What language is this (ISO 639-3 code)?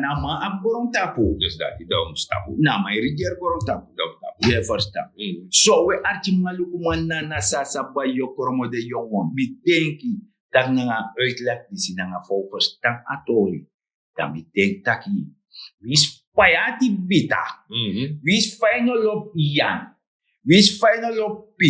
srn